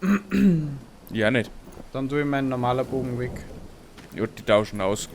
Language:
Bavarian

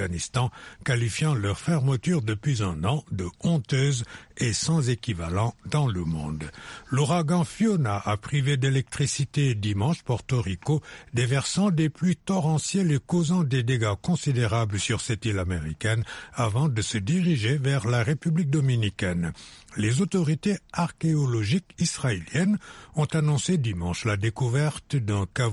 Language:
French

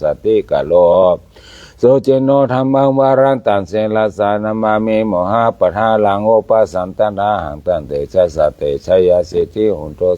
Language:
Pali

